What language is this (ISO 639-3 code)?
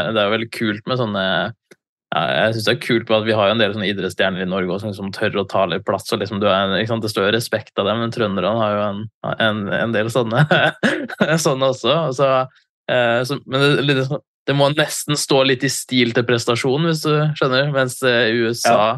nor